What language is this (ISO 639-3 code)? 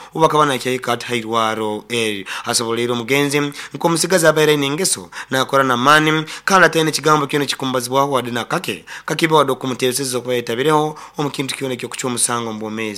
nyo